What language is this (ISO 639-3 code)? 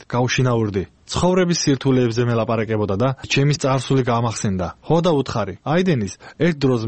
kat